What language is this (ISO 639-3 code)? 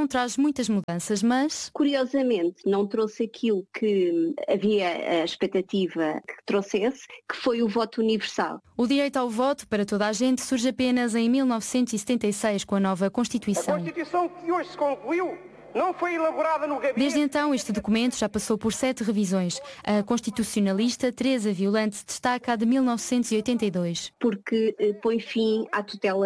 por